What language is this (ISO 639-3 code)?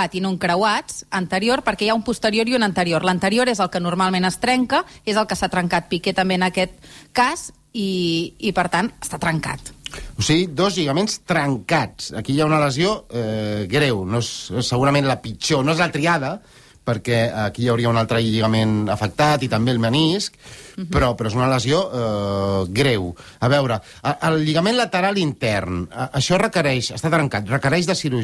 cat